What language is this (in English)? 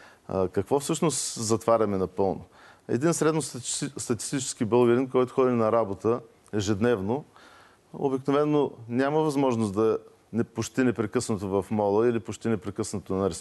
Bulgarian